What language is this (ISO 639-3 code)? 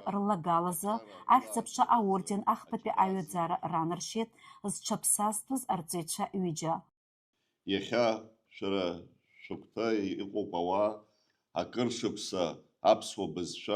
abk